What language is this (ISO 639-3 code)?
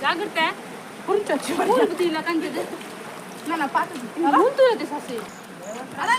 tcy